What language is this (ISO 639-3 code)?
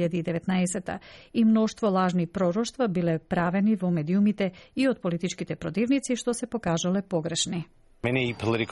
mkd